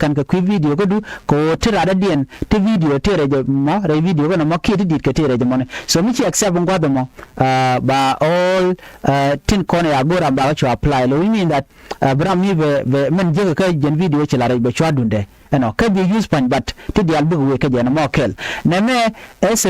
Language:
Nuer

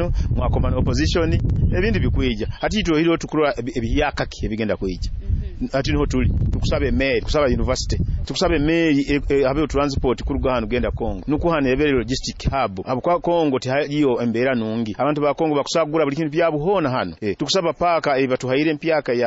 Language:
Nyoro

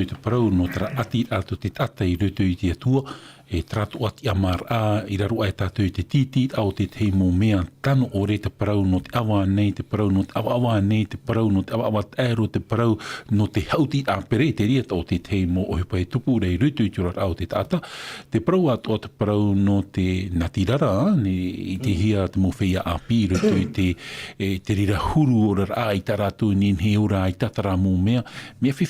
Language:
Tahitian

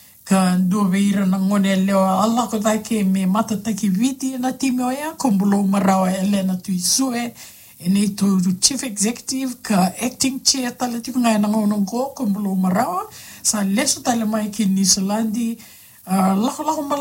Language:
Fijian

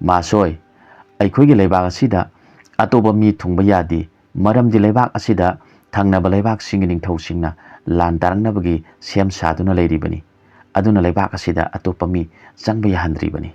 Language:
Manipuri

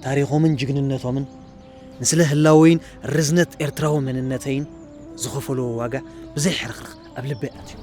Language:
Tigrinya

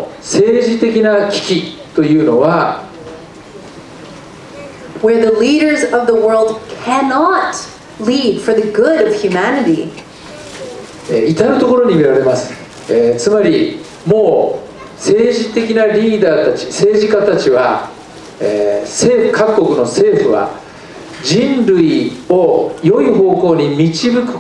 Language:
Japanese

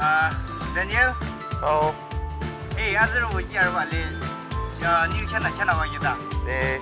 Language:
Yimchungru Naga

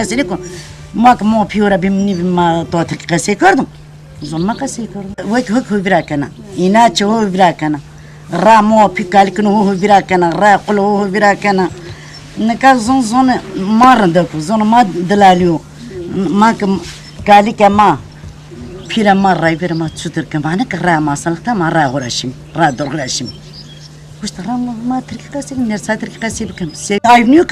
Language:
Zaza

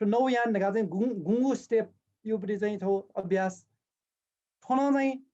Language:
Newari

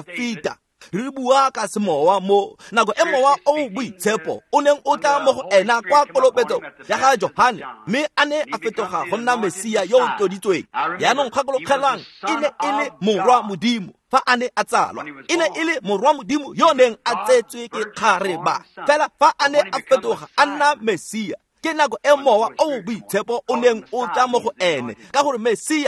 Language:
Tswana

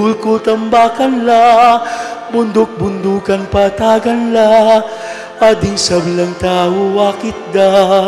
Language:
Pampanga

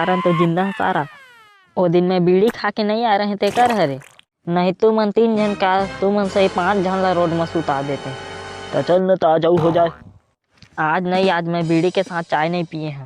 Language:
Chhattisgarhi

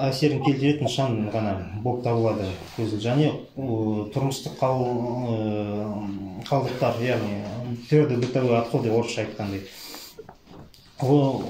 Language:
Kazakh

